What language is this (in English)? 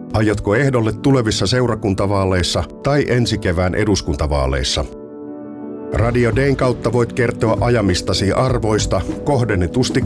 Finnish